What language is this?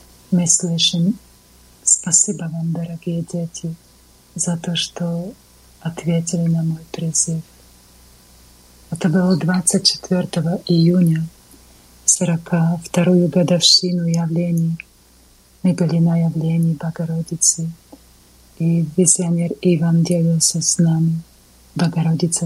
Russian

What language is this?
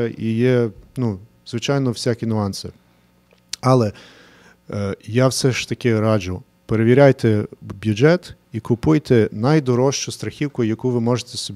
Ukrainian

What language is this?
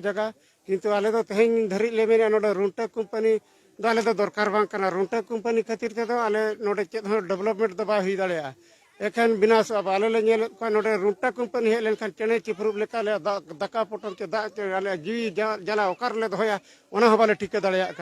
Santali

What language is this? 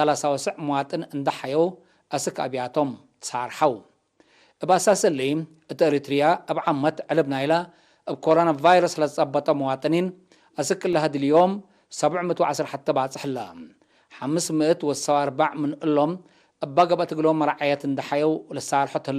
Tigre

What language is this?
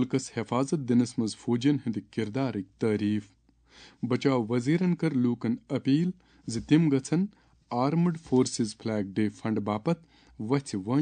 Kashmiri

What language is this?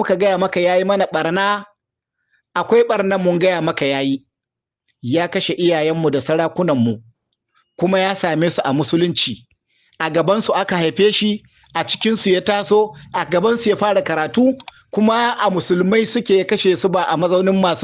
Hausa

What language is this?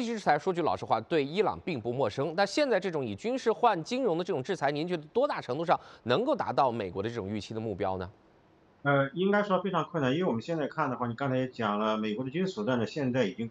Chinese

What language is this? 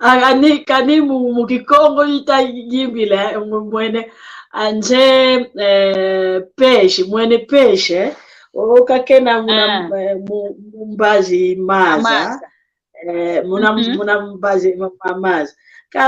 San Salvador Kongo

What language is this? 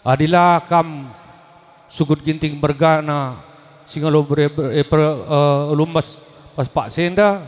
Batak Karo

